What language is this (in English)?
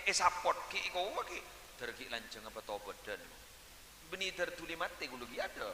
Madurese